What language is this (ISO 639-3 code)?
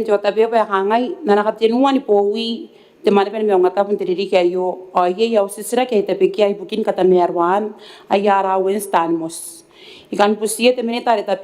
gil